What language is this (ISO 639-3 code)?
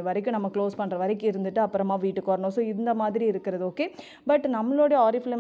tam